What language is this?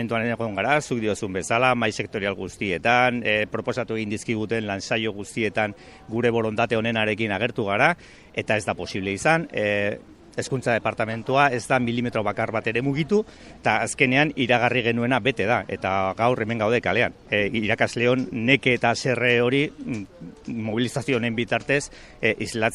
Basque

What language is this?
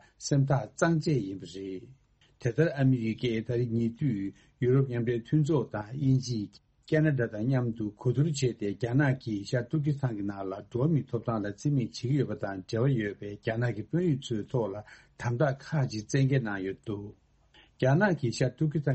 Tibetan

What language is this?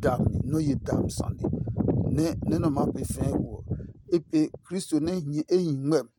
Adangme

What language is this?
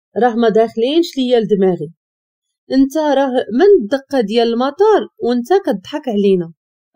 Moroccan Arabic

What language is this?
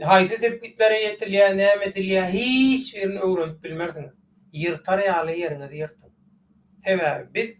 Turkmen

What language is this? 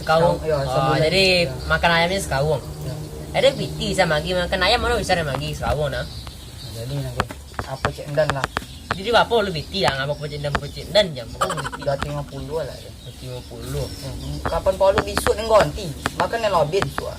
Minangkabau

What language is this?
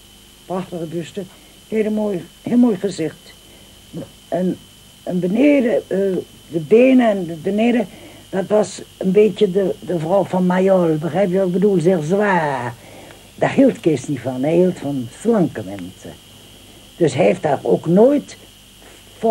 Dutch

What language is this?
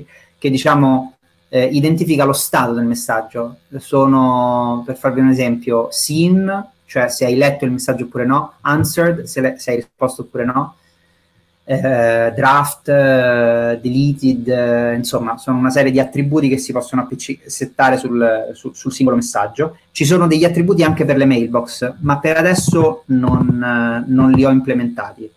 Italian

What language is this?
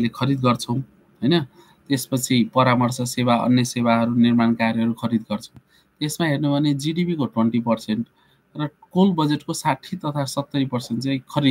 Nepali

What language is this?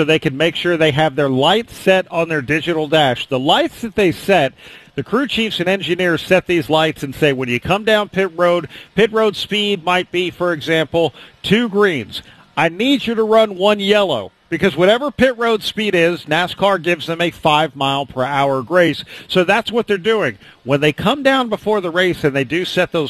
English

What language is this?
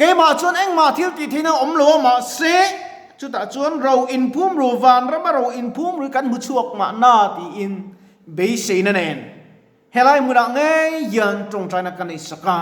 Mizo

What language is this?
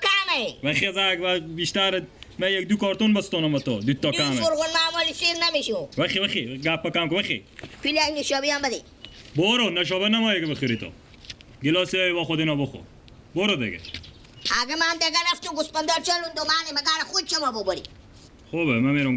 Persian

